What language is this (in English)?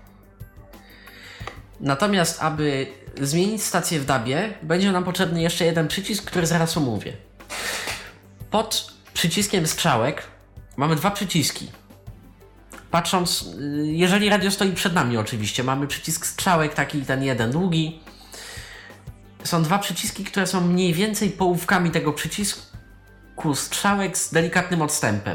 Polish